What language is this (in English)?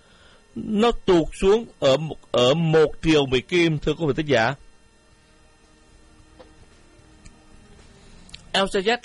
Vietnamese